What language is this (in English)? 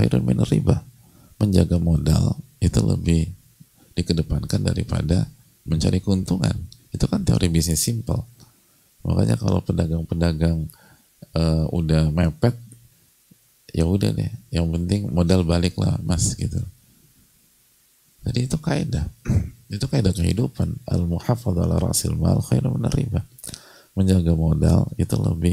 Indonesian